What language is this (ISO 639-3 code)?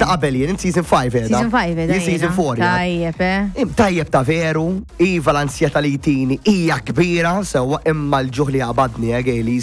mlt